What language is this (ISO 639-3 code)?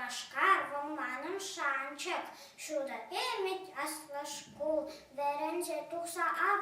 chv